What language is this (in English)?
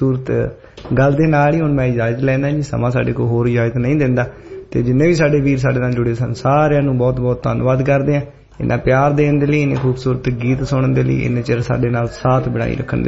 Punjabi